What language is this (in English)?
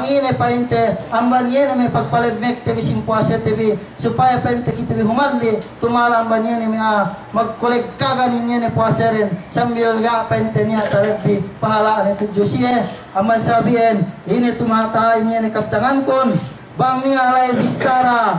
Yakan